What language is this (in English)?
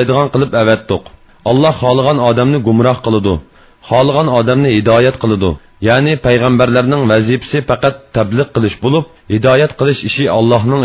Uyghur